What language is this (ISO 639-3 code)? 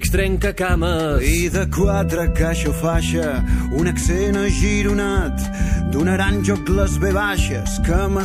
cat